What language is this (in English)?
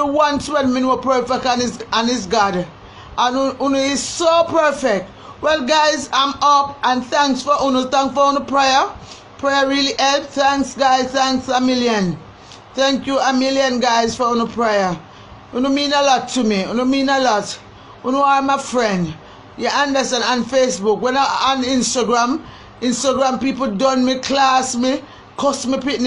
Jamaican Creole English